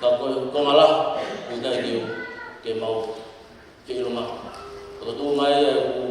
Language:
Tongan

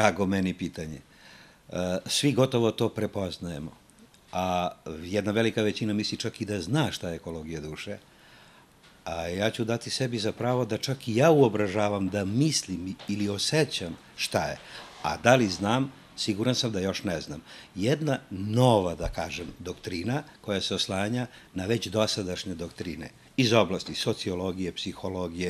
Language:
Serbian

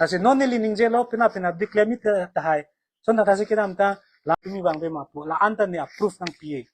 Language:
Karbi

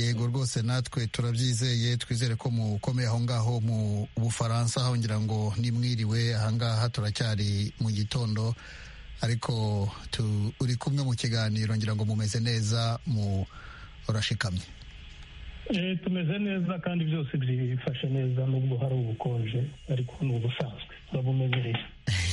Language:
Kinyarwanda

